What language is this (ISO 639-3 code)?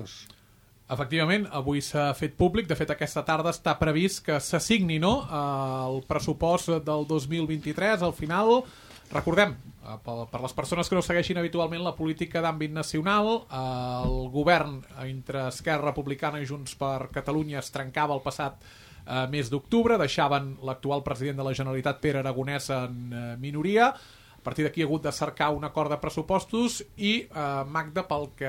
cat